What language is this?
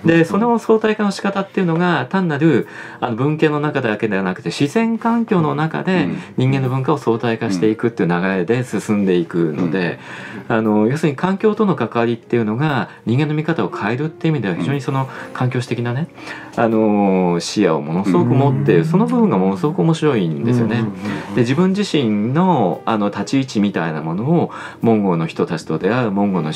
Japanese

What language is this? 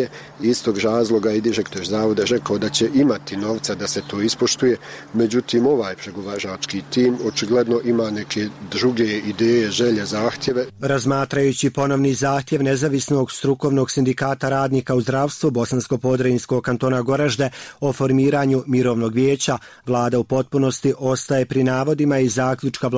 Bosnian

